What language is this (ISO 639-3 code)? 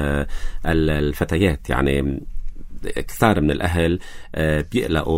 apc